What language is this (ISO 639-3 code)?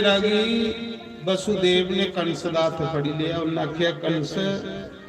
doi